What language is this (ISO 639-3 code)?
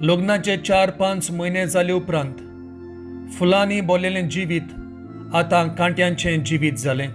kok